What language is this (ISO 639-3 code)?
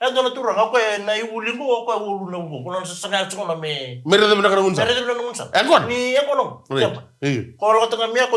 fij